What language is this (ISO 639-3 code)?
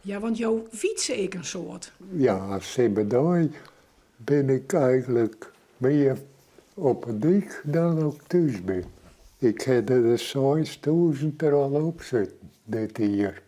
fry